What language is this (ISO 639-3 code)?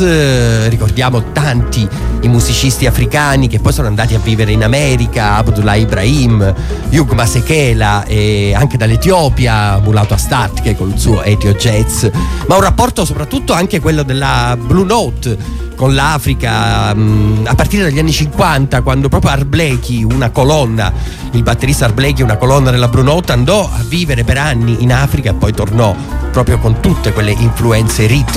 ita